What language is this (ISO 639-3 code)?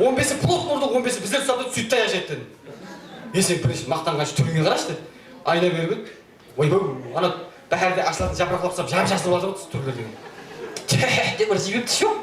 kaa